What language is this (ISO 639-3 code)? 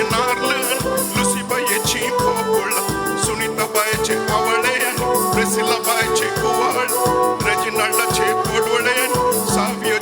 kok